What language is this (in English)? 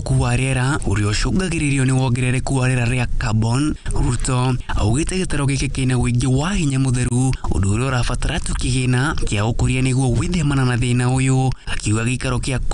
Kikuyu